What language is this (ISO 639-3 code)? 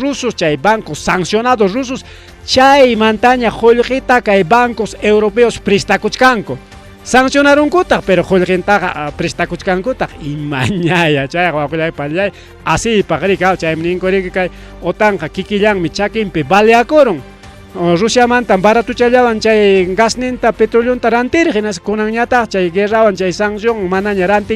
quy